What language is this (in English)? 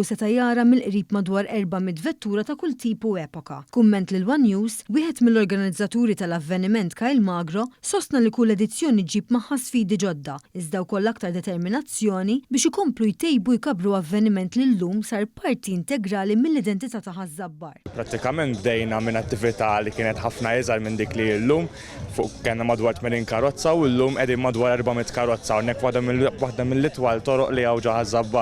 Maltese